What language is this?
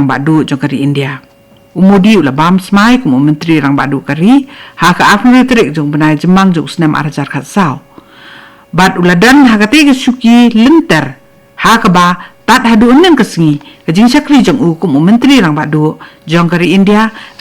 Khasi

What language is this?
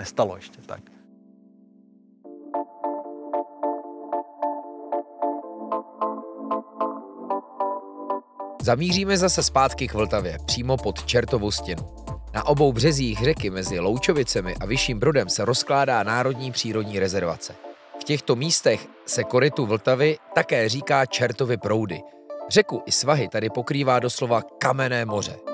Czech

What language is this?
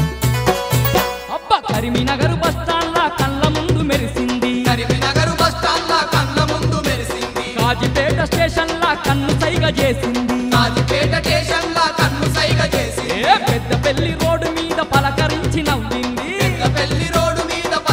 Telugu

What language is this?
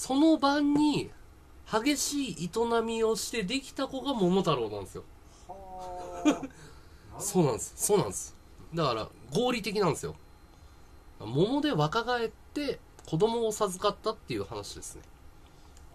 Japanese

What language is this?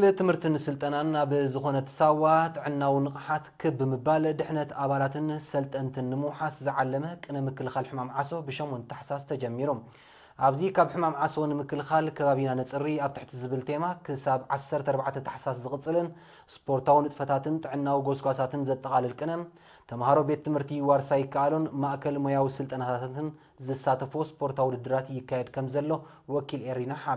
Tigrinya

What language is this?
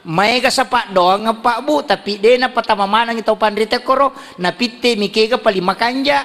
Buginese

